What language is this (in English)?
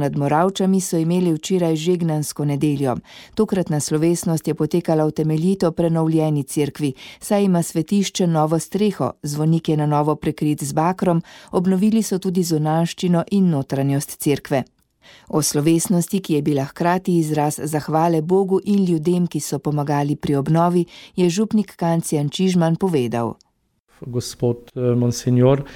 Slovenian